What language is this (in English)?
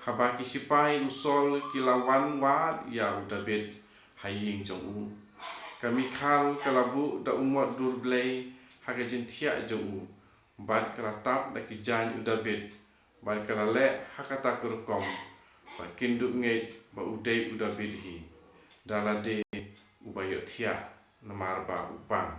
Khasi